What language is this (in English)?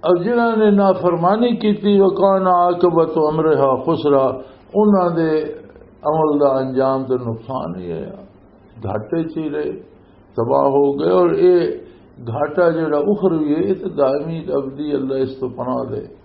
Western Panjabi